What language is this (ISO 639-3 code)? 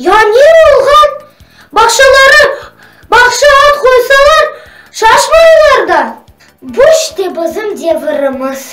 crh